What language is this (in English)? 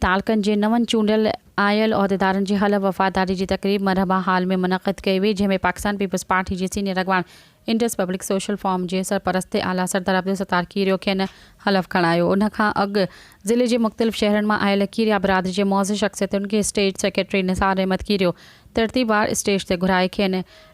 Sindhi